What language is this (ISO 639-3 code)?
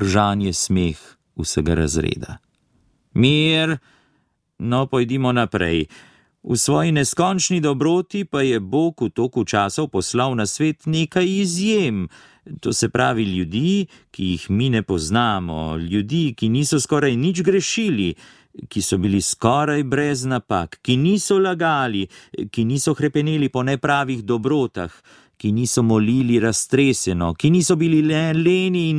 slv